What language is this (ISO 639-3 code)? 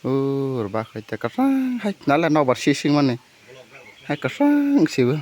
trp